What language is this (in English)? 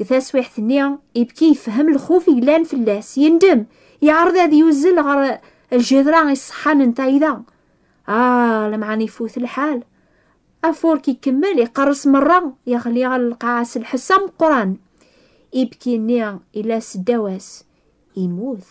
Kabyle